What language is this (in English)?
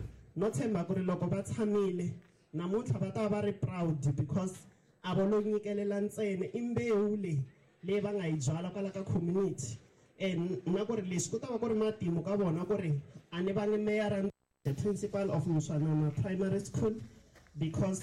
Tsonga